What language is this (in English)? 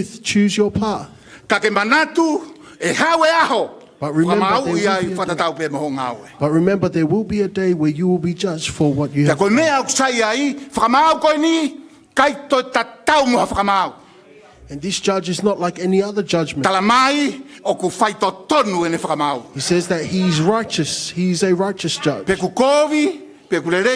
Tongan